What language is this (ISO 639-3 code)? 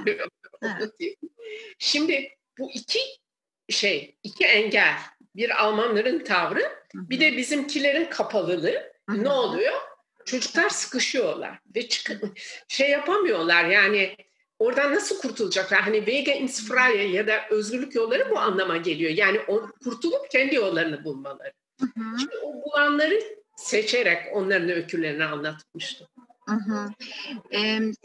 tur